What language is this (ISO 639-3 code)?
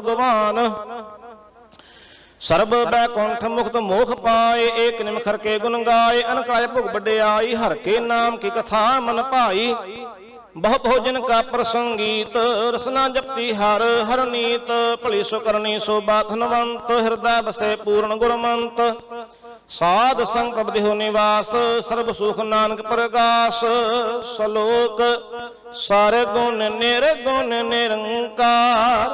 pan